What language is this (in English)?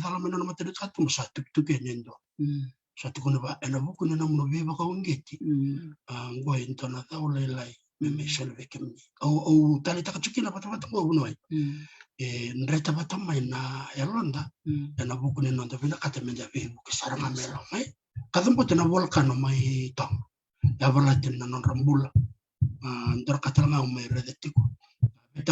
Fijian